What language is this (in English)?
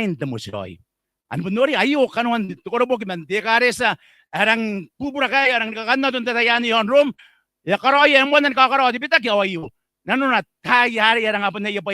Gilbertese